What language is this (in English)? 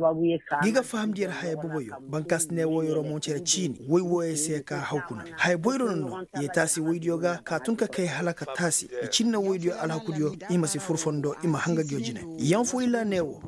Koyraboro Senni